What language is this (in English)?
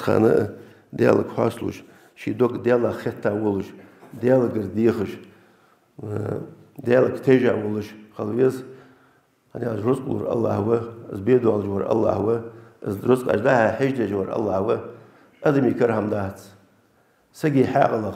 Ingush